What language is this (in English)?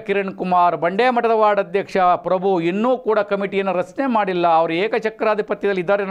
Kannada